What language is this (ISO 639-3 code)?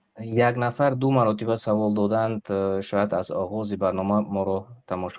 tgk